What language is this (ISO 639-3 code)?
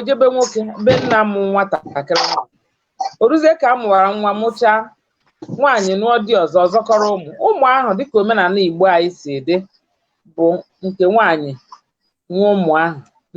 ibo